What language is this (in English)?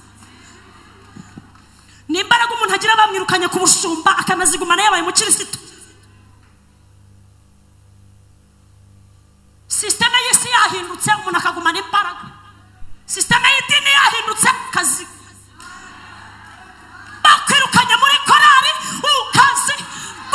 Kinyarwanda